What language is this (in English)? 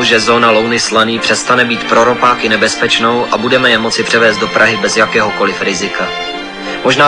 Czech